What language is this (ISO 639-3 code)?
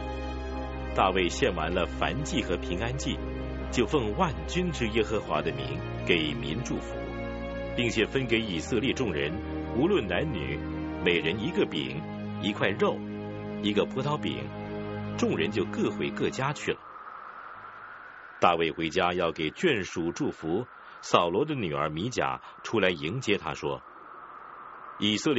zho